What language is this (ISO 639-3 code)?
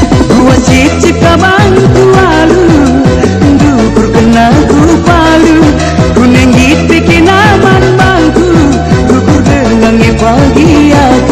btx